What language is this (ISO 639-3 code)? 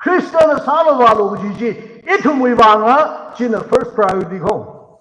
nmf